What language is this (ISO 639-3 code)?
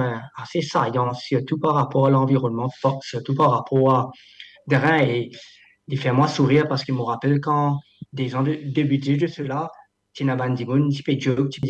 mfe